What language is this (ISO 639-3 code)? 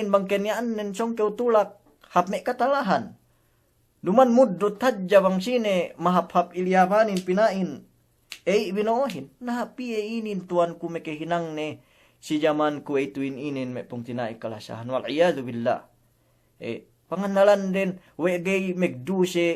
yka